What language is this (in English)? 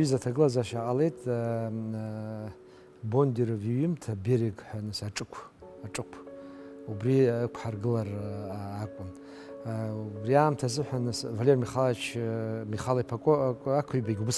Abkhazian